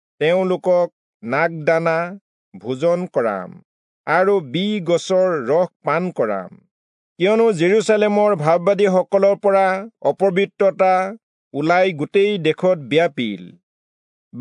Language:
Assamese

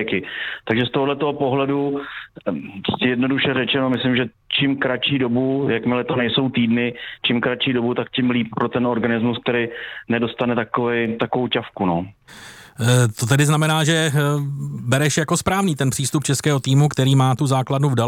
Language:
Czech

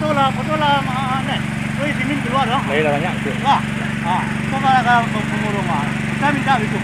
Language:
Minangkabau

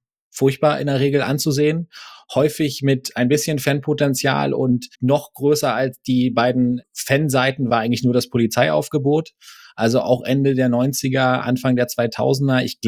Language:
German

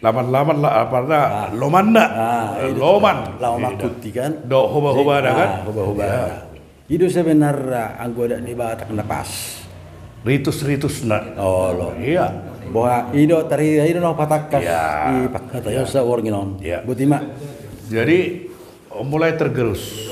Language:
Batak Toba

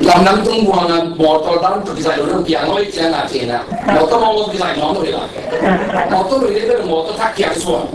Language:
Tedim Chin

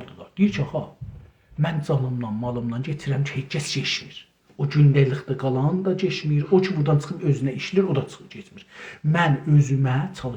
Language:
South Azerbaijani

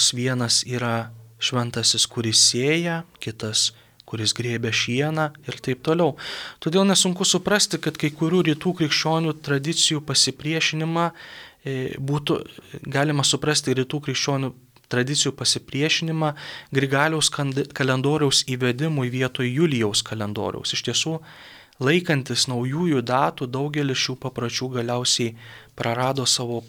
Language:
Lithuanian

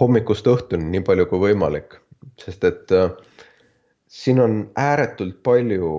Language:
Estonian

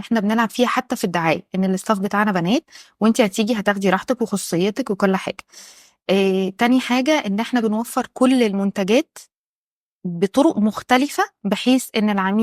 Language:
Egyptian Arabic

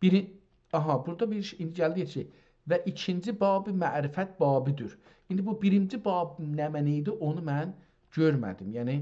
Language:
South Azerbaijani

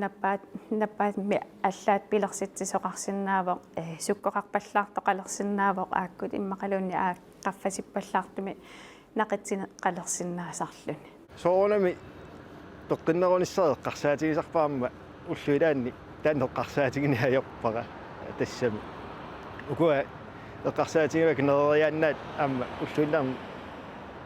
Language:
Kalaallisut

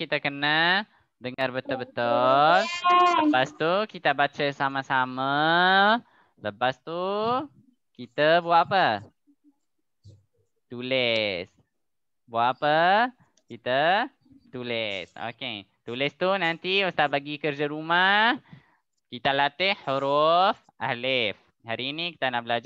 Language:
Malay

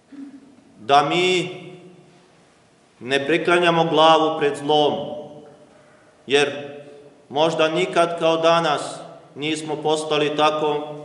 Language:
Serbian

